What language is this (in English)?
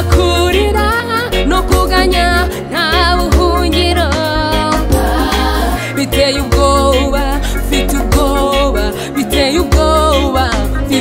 Kinyarwanda